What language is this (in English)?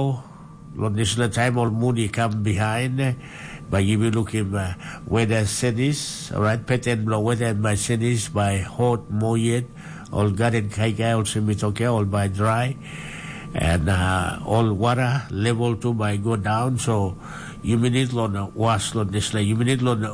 Tok Pisin